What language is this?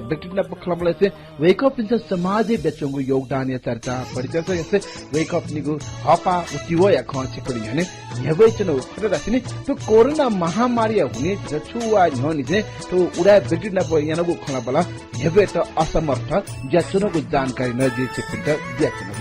Newari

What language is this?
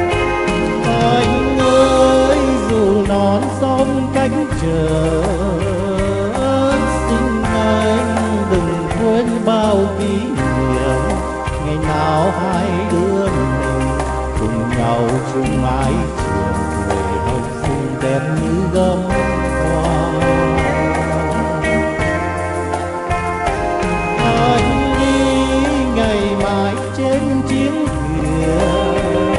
Vietnamese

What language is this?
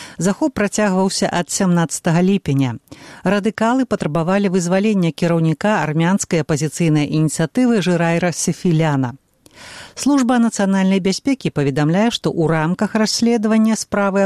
Belarusian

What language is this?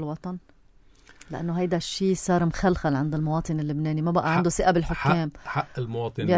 North Levantine Arabic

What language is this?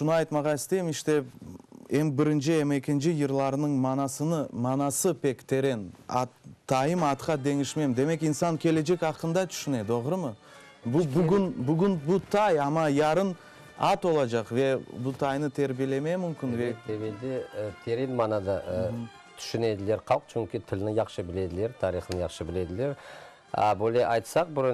Crimean Tatar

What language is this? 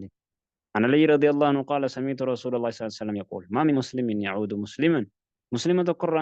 Oromo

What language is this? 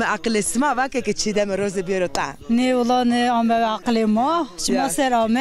Zaza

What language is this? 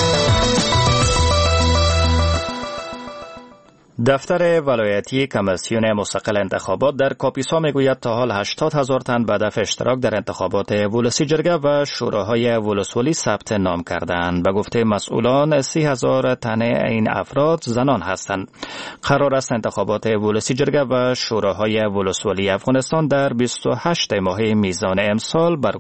Persian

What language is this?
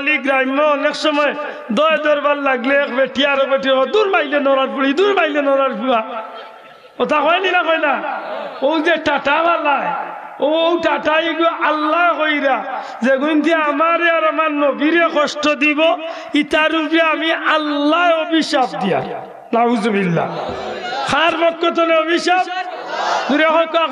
Sylheti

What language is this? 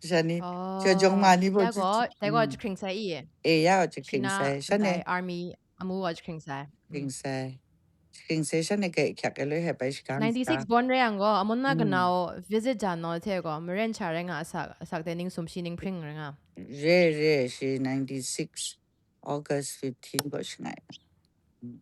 Kachin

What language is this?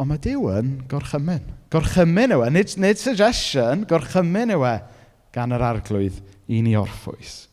Welsh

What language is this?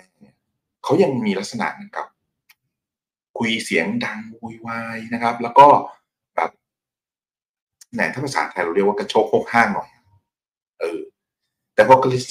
Thai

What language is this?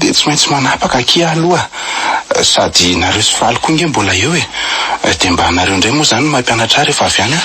Malagasy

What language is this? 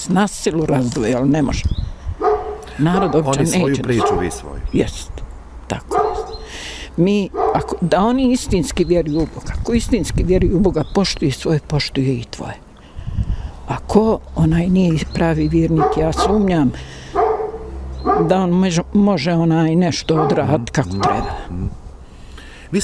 Bosnian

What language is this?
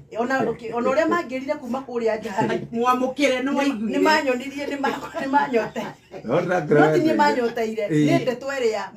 Kikuyu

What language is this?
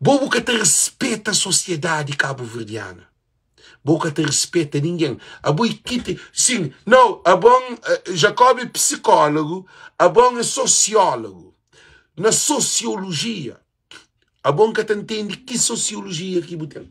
Kabuverdianu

